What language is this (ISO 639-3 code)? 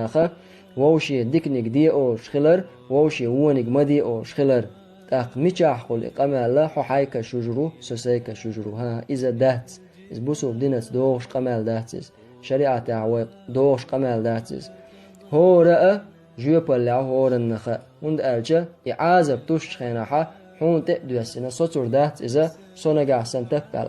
che